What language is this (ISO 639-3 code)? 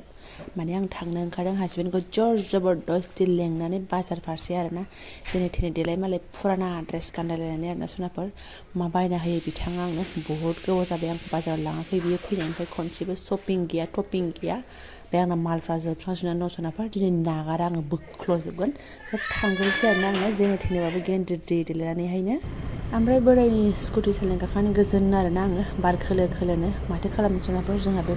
brx